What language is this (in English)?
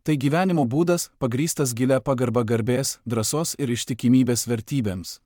Lithuanian